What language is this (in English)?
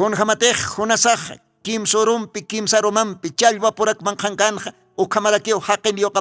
Aymara